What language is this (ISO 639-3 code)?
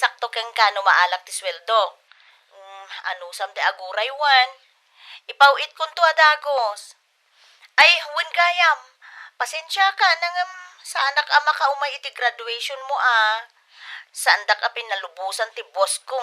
ilo